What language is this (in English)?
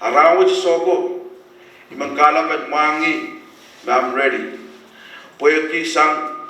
Pohnpeian